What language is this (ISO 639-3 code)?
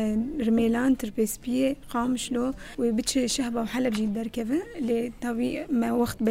kur